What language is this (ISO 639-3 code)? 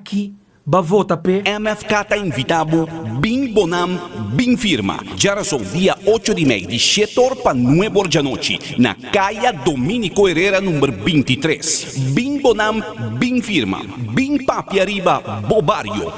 pap